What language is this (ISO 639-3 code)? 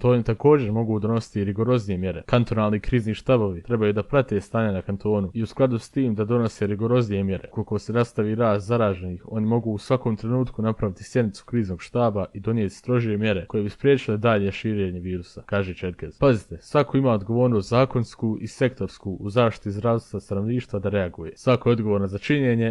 bos